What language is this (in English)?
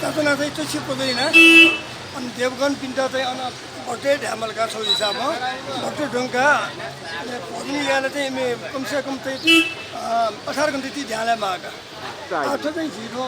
Newari